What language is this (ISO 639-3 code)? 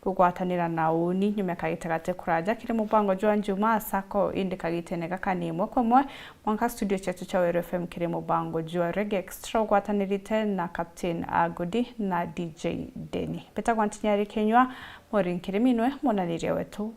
mer